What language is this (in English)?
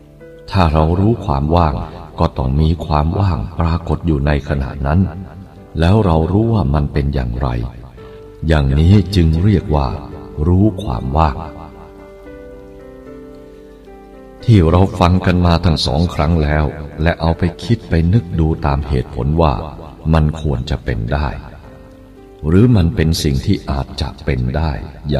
Thai